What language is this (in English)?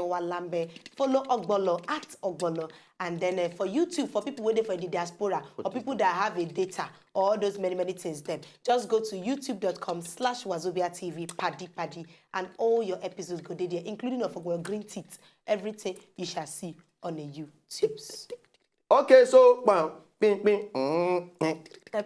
Nigerian Pidgin